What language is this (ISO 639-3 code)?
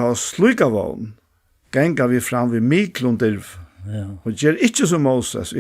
fao